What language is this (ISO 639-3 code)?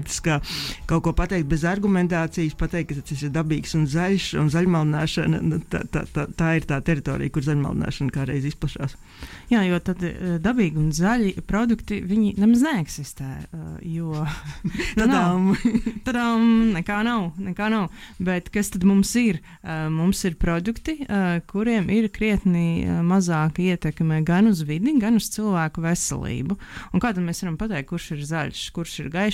lav